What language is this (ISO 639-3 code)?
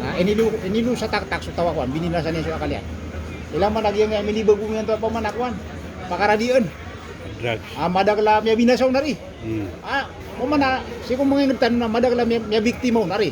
mrw